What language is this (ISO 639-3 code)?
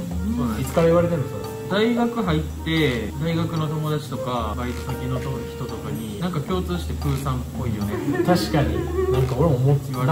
jpn